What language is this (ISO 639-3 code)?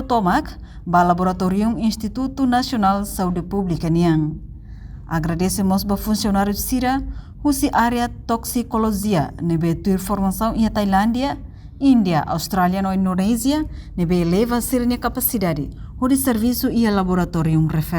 tet